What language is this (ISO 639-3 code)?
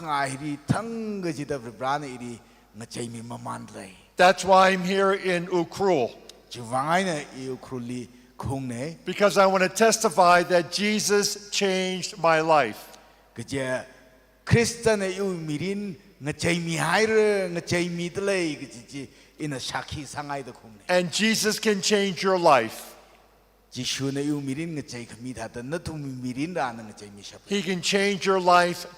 nmf